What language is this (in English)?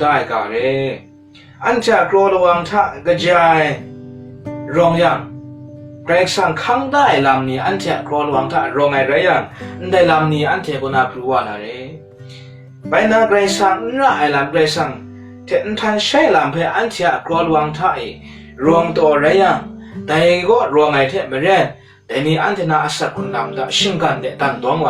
Kachin